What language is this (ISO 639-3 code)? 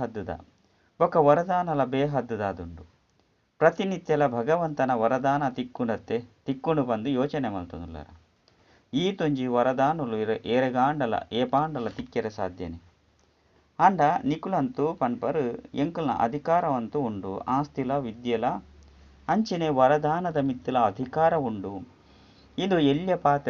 tcy